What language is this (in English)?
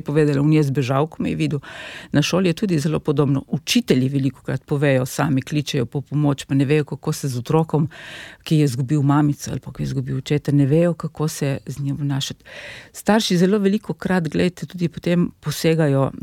Slovenian